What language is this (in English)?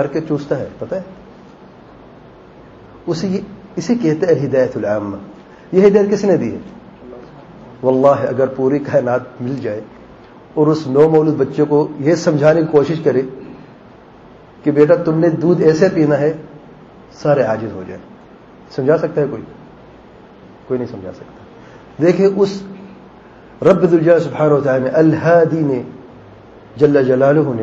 Urdu